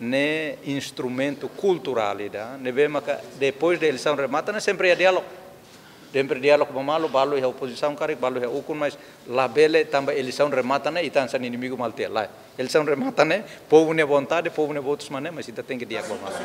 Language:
Tetum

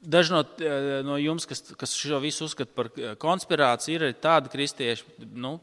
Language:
Latvian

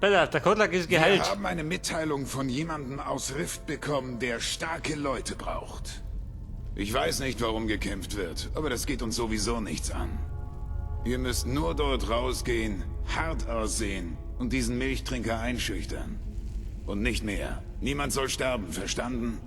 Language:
Bavarian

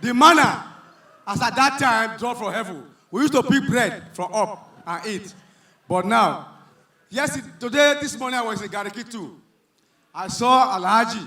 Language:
Nigerian Pidgin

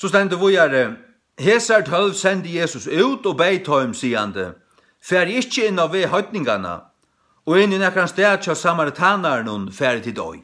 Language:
Faroese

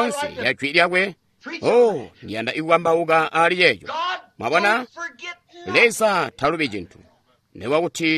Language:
Tonga (Zambia)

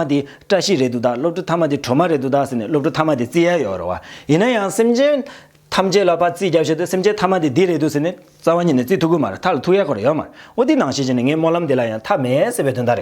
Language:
Tibetan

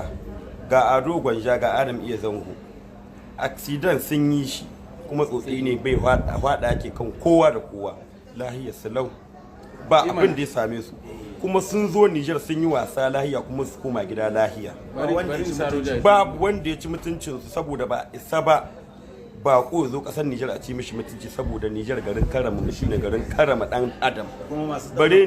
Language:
Hausa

